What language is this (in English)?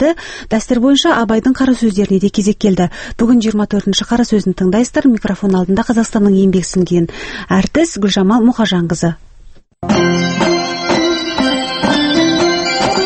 Kazakh